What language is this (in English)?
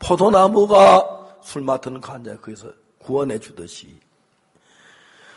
Korean